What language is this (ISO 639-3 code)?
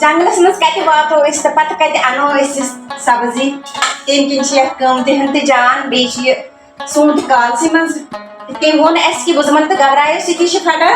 kas